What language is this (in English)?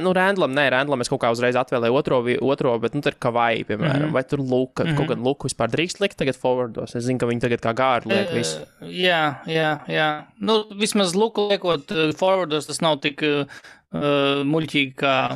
Latvian